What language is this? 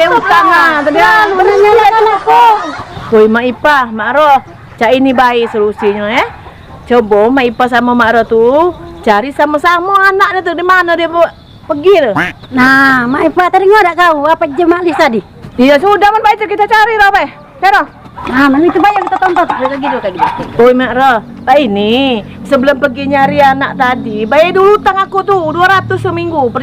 Musi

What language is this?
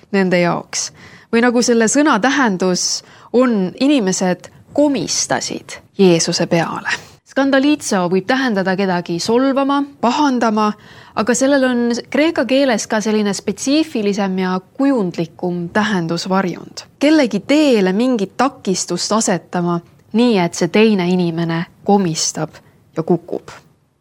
Estonian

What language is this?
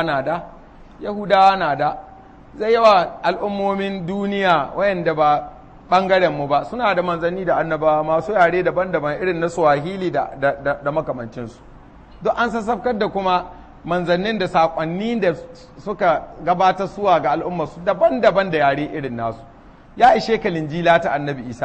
Hausa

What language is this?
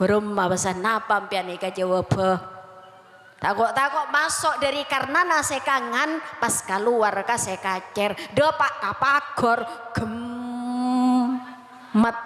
Madurese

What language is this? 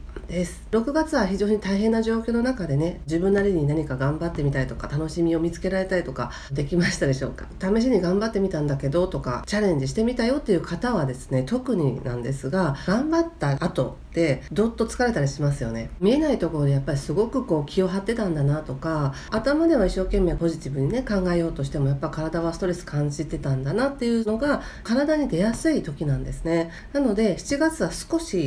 Japanese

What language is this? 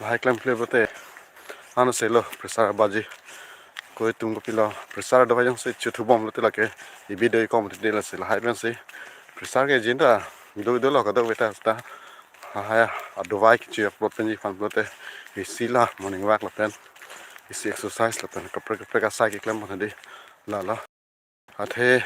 Karbi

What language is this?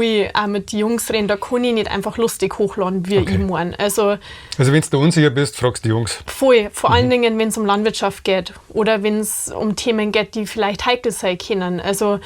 Bavarian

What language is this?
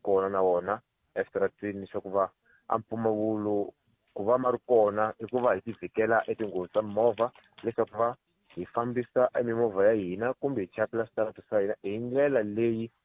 Tsonga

